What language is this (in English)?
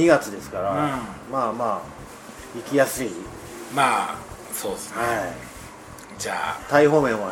Japanese